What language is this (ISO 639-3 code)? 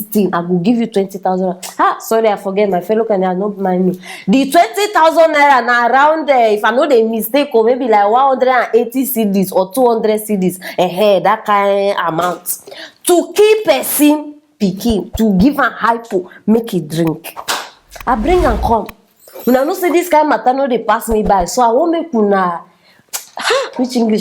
pcm